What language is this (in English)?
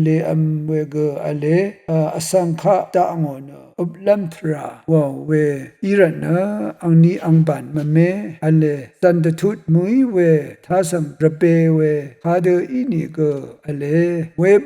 Rawang